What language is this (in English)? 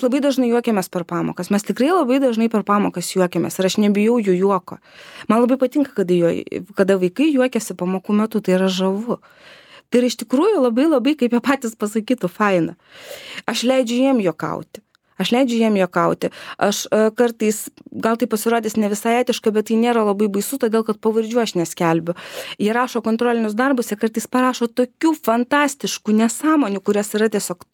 Lithuanian